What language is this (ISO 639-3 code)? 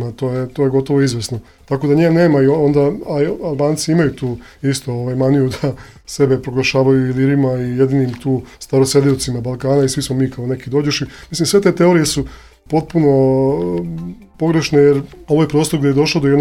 srp